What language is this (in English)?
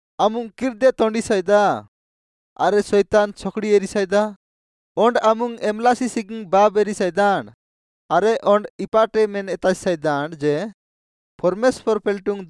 Odia